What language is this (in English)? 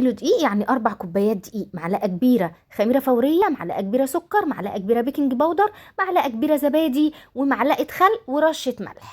Egyptian Arabic